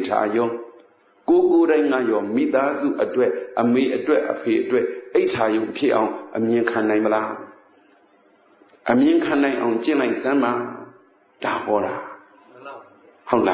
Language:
Burmese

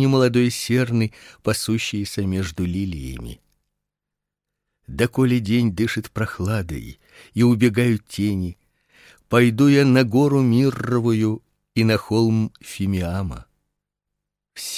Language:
Russian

